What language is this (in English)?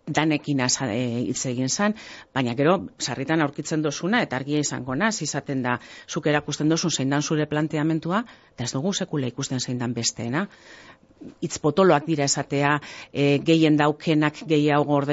Basque